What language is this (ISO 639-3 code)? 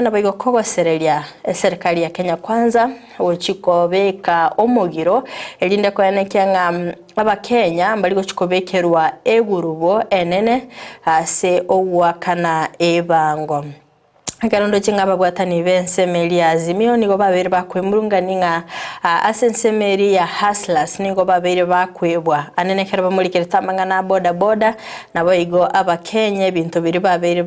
guz